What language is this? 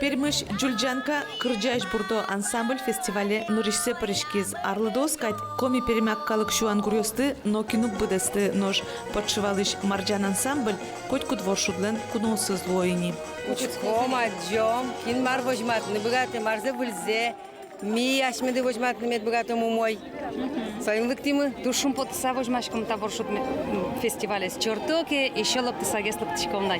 Udmurt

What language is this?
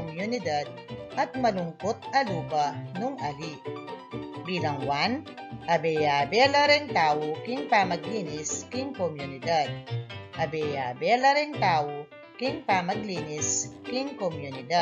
Pampanga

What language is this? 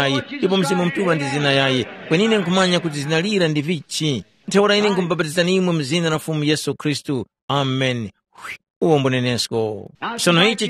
Tumbuka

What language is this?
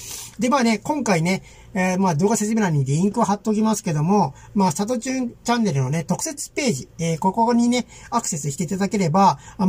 Japanese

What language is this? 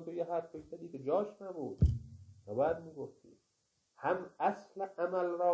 Persian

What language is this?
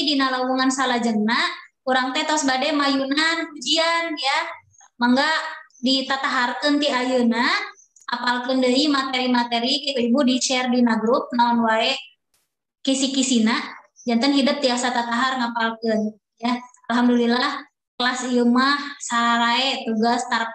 Sundanese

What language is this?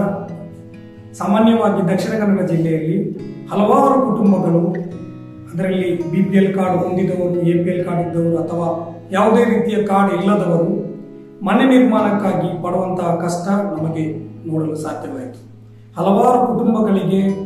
Kannada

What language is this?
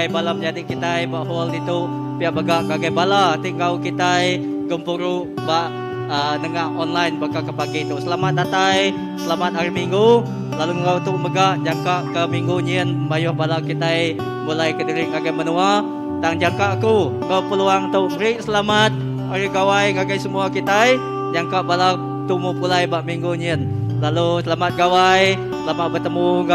Iban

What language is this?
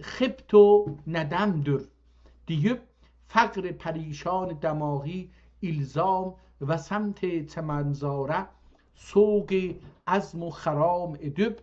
South Azerbaijani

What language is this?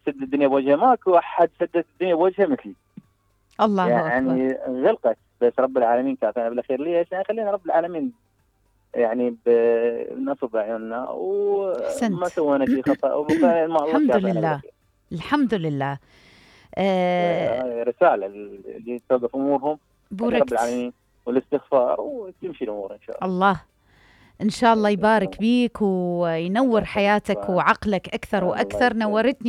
Mesopotamian Arabic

